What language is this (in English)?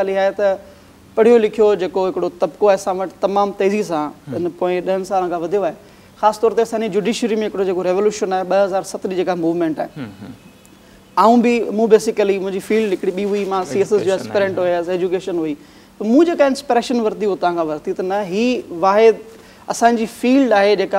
Sindhi